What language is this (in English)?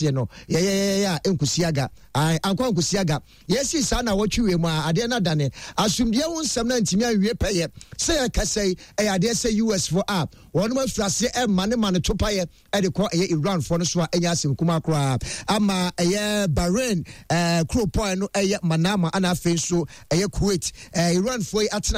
Akan